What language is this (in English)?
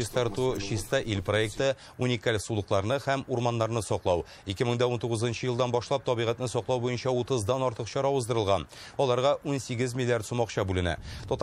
Tatar